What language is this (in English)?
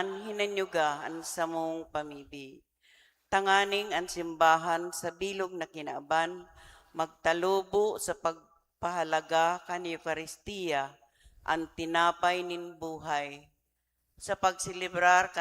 Bikol